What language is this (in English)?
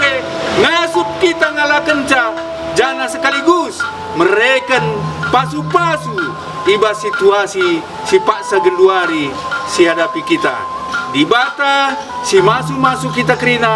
Batak Karo